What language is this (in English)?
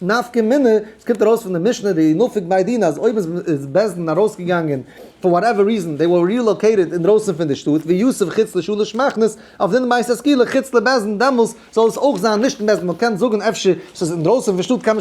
Yiddish